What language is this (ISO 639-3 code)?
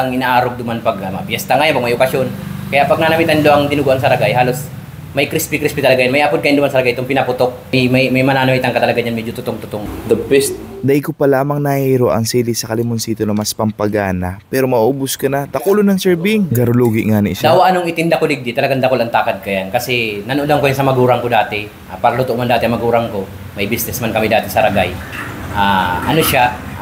bik